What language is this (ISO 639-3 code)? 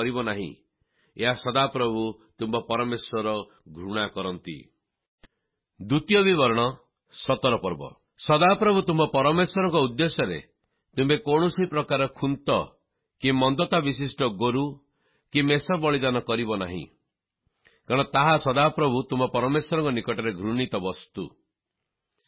ori